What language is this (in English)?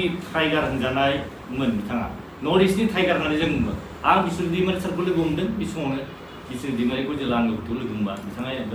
Bodo